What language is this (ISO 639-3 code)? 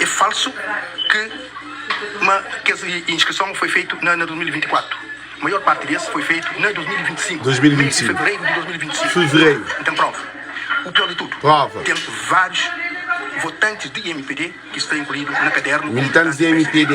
kea